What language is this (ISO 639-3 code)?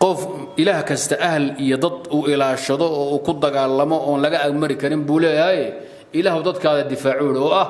som